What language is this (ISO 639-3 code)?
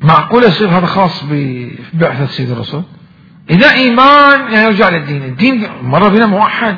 acm